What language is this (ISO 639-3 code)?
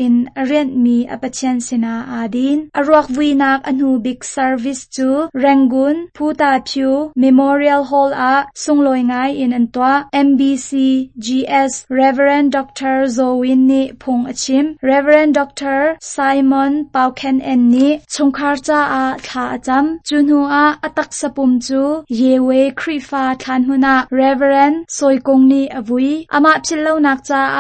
cnh